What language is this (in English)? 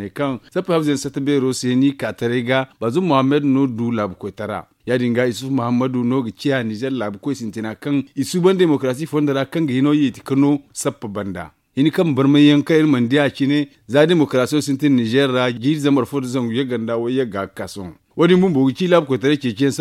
Zarma